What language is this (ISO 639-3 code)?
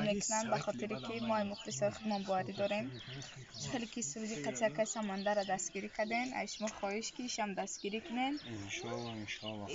tgk